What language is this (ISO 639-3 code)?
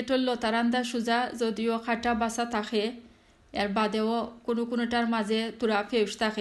syl